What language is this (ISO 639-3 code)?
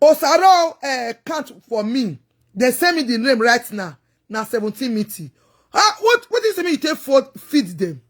pcm